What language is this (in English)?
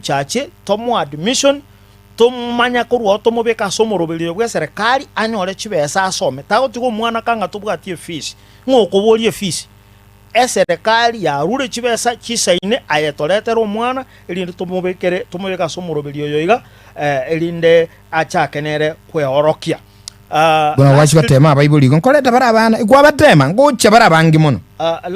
Gusii